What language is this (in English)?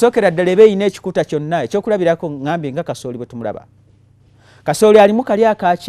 Ganda